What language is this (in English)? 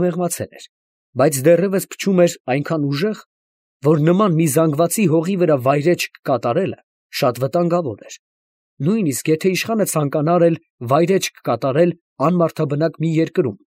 Armenian